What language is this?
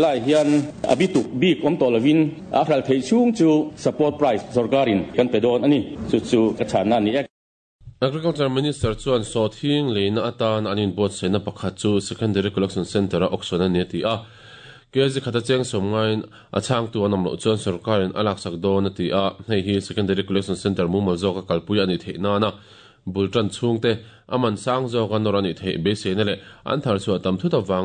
Mizo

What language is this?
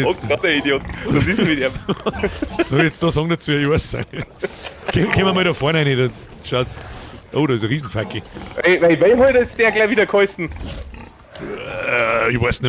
Bavarian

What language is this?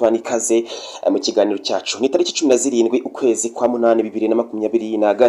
Kinyarwanda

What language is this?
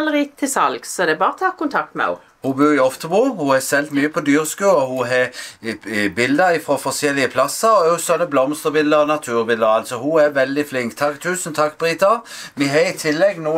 Norwegian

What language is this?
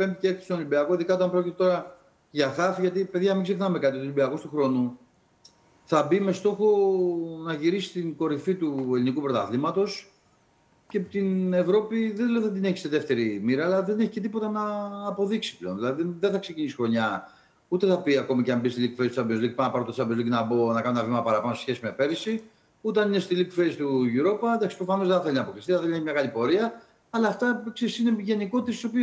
Greek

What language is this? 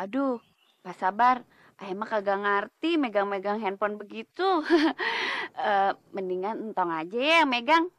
Betawi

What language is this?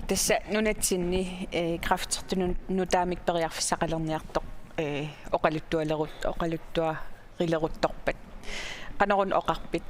Kalaallisut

